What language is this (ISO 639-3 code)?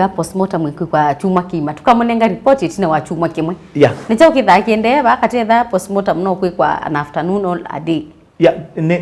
kam